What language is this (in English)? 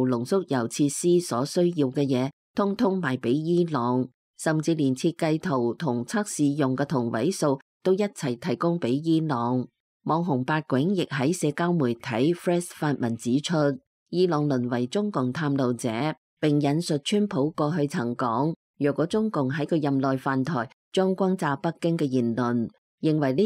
Cantonese